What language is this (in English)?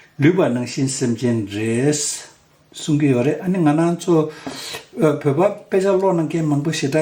Tibetan